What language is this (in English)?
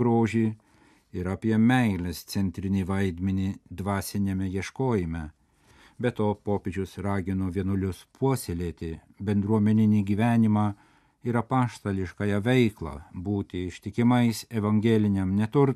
Lithuanian